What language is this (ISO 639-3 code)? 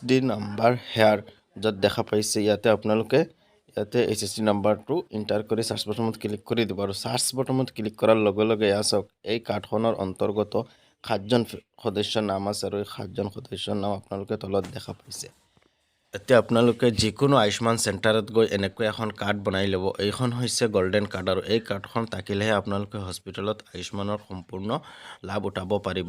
asm